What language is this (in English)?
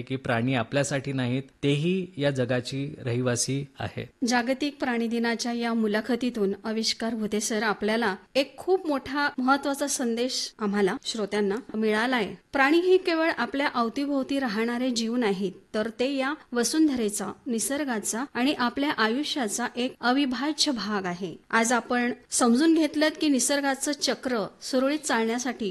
Marathi